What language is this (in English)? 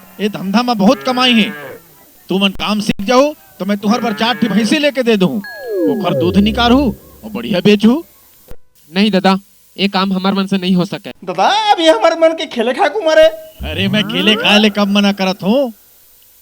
Chhattisgarhi